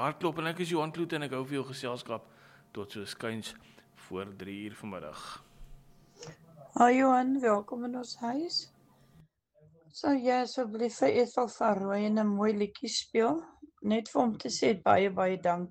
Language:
Afrikaans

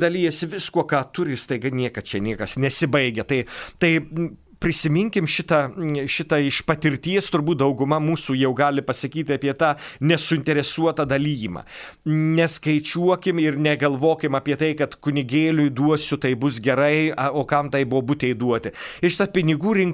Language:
Lithuanian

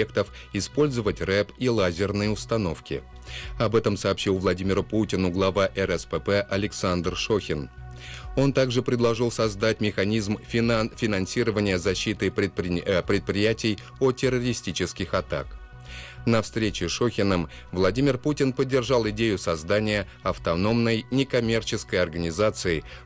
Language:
Russian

